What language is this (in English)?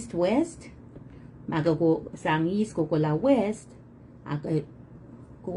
Pohnpeian